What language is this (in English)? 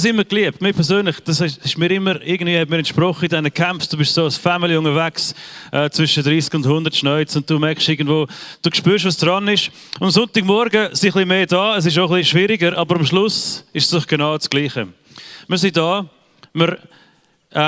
Swiss German